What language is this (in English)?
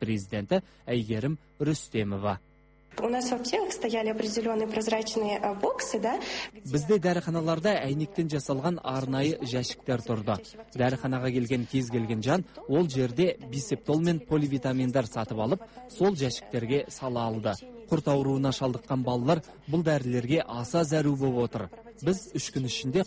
Kazakh